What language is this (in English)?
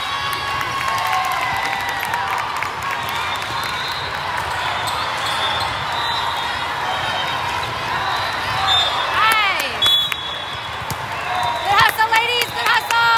English